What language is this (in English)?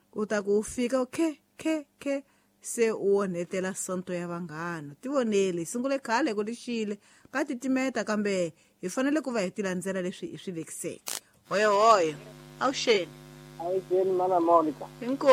Tsonga